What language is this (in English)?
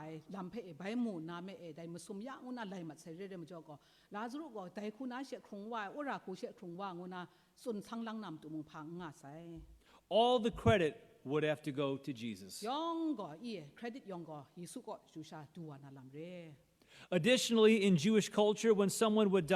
Kachin